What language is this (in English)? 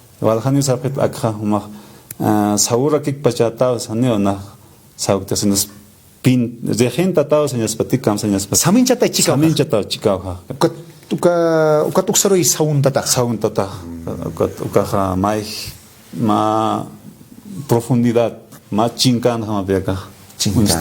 Aymara